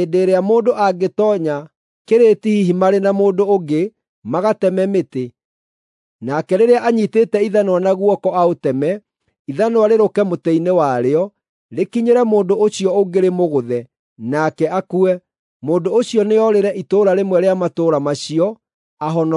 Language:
Kikuyu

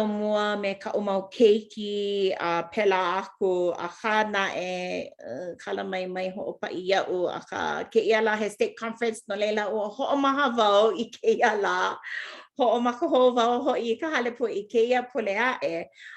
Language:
Hawaiian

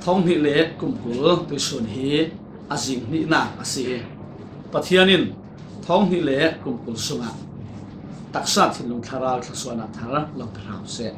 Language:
Falam Chin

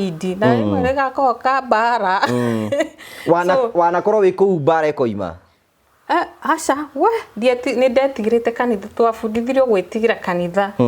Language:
Kikuyu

